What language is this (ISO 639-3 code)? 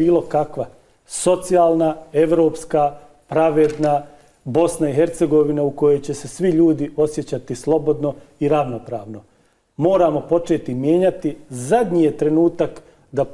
bos